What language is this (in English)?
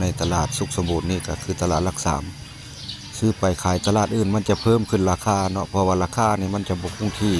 Lao